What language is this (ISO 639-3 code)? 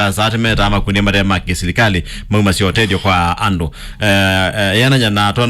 kam